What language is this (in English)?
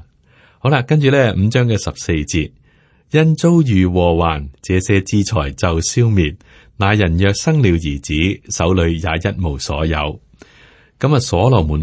Cantonese